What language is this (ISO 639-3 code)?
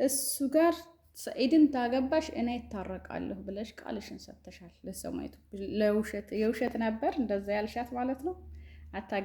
amh